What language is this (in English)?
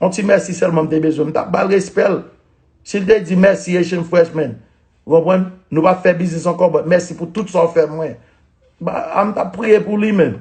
Haitian Creole